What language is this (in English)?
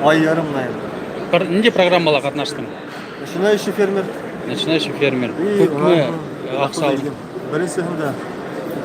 Bashkir